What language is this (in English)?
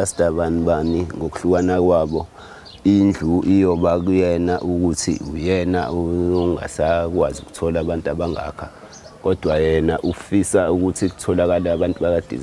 Zulu